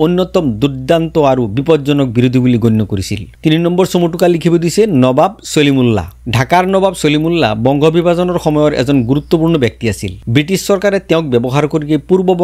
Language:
Assamese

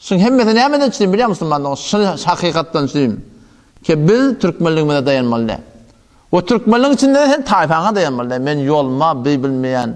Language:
Turkmen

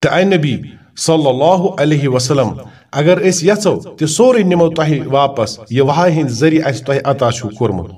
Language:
Kashmiri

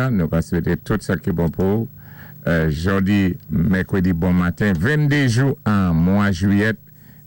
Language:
Saint Lucian Creole French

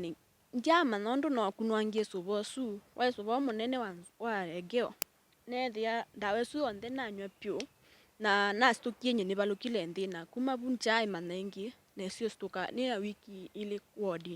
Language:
Kamba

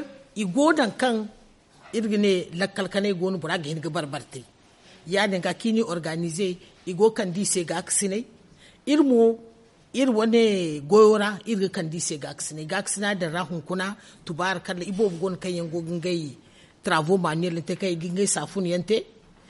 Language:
Zarma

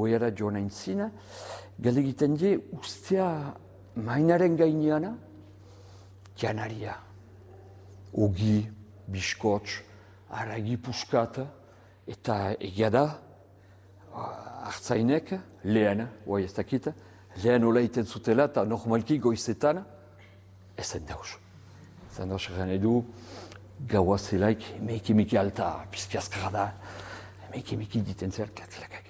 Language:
Basque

